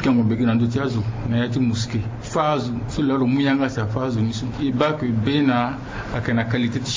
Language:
Sango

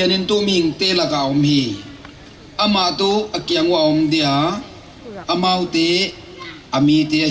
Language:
Paite Chin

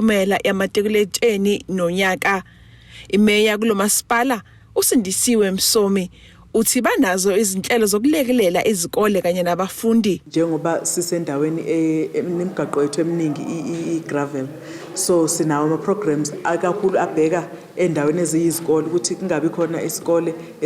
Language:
Zulu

